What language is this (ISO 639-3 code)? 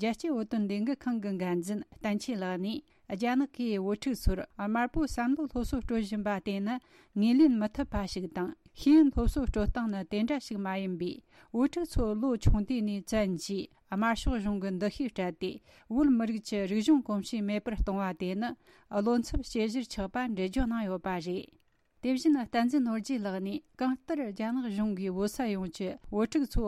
bod